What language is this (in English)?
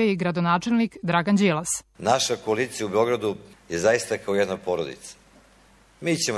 Serbian